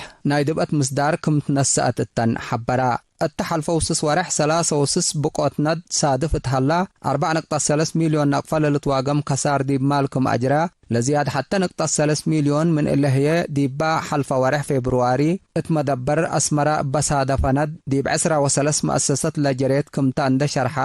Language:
Tigre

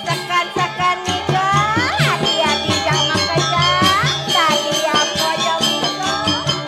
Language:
Balinese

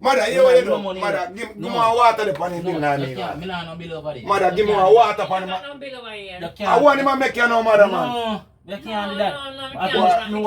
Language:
Jamaican Creole English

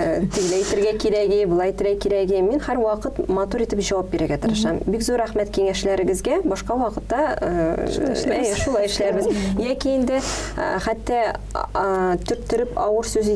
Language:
Tatar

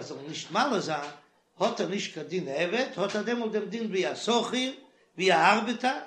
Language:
Yiddish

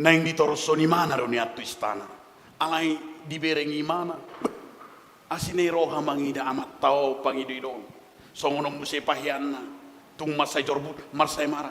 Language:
Batak Toba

